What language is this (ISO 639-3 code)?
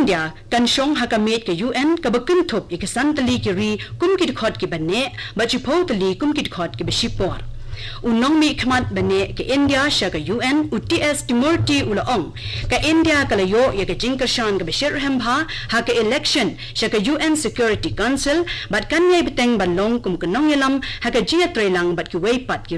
kha